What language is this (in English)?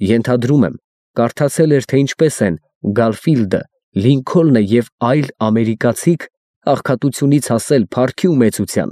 Armenian